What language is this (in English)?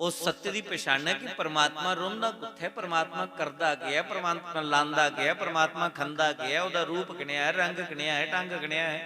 Dogri